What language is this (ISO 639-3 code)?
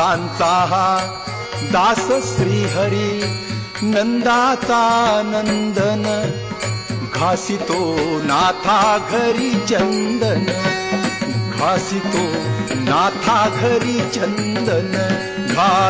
mar